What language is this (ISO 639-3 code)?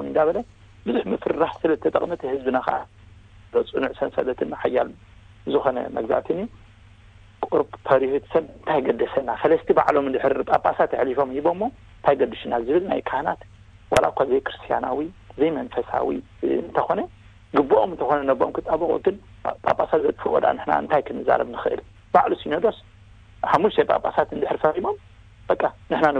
tir